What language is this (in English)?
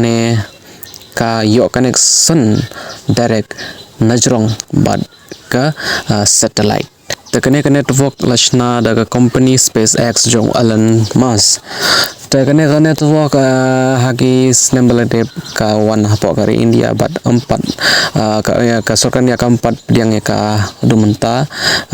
Khasi